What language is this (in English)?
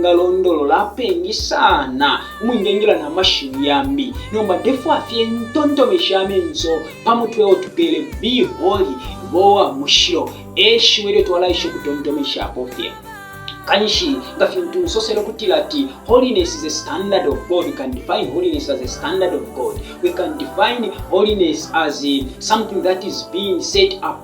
Bemba